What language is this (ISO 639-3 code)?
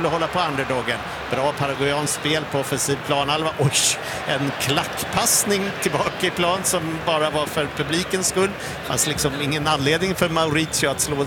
swe